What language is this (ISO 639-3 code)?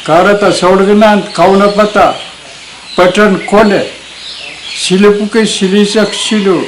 pon